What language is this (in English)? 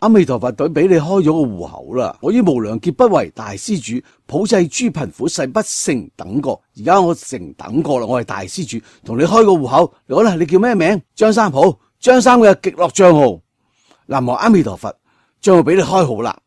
Cantonese